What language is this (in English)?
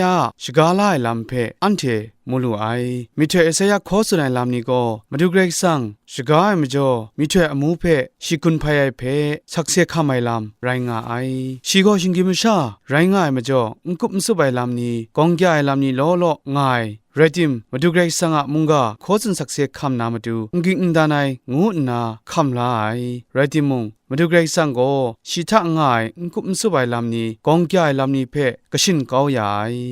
Kachin